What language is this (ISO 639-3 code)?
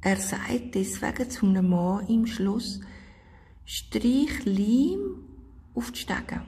gsw